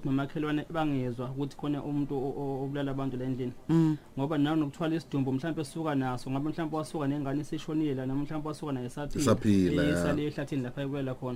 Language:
Zulu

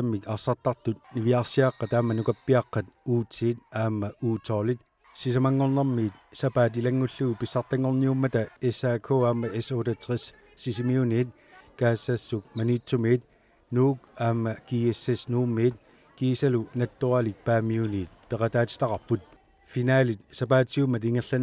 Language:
Kalaallisut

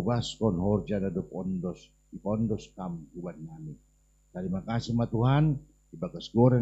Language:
Batak Simalungun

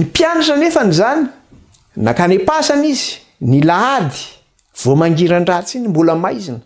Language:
Malagasy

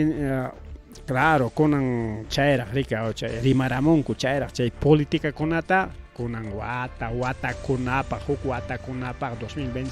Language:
Ayacucho Quechua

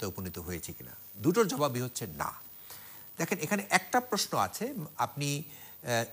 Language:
Bangla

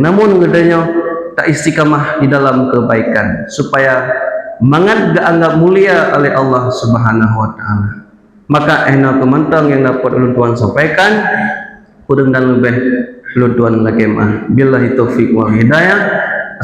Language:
Achinese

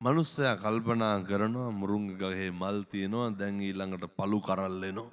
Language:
Sinhala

